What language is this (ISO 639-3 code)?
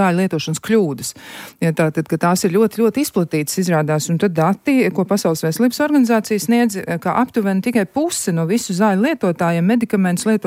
lav